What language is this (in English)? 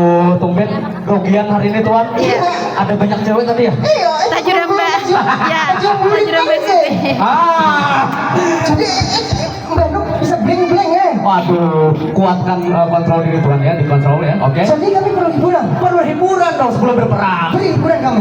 Banjar